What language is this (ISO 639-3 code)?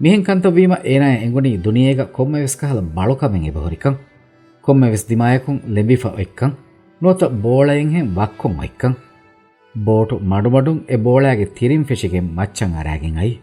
div